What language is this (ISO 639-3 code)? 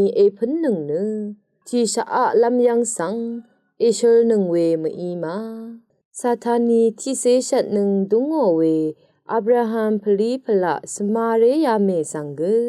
raw